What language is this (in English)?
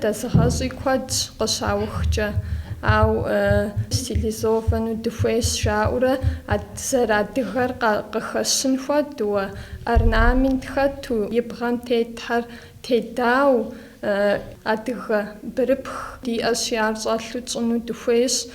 Kabardian